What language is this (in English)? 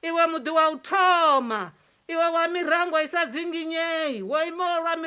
Venda